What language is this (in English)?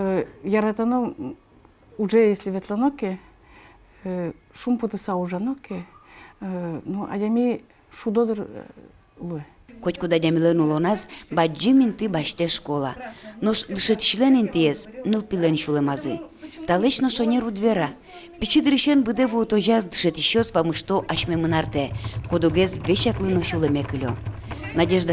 Udmurt